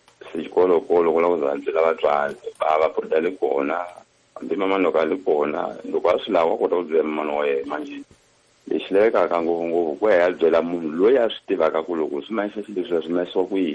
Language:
Tsonga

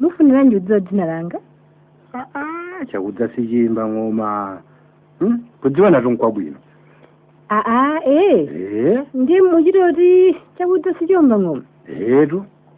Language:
Nyanja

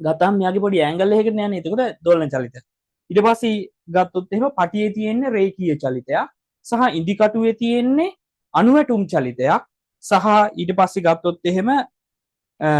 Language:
Sinhala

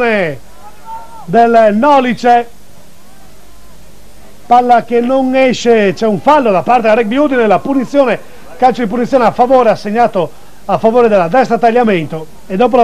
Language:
Italian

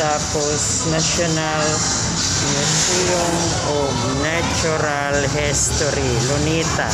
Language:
Waray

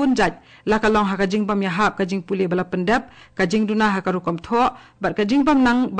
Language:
Khasi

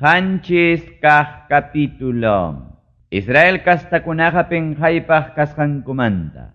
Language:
Ayacucho Quechua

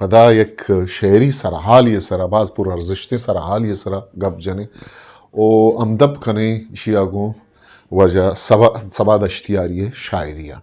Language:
Eastern Balochi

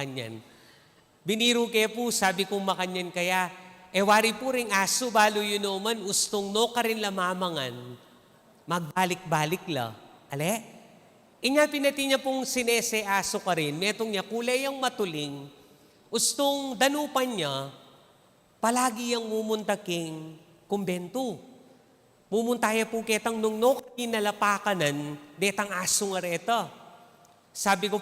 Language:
Pampanga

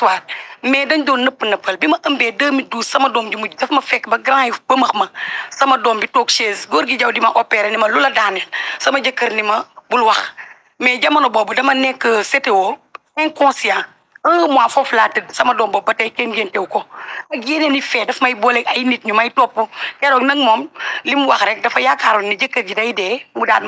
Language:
Wolof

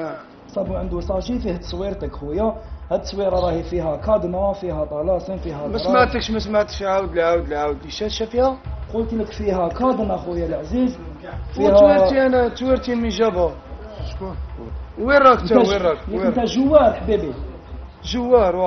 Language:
Algerian Arabic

